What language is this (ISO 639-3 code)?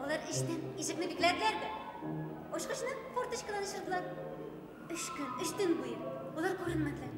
bak